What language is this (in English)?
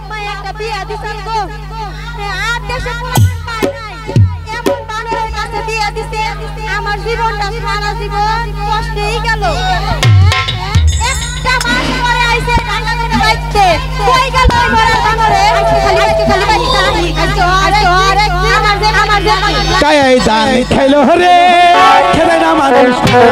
Bangla